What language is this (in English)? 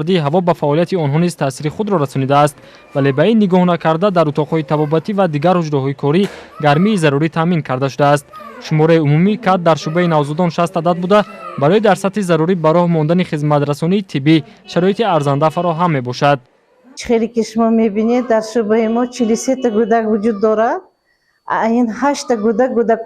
Tajik